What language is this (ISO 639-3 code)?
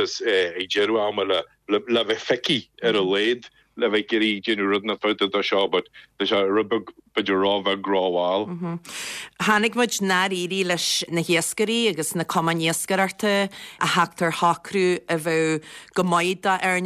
gle